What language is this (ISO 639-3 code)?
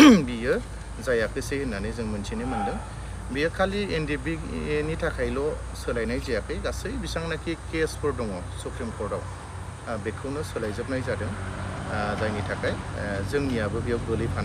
brx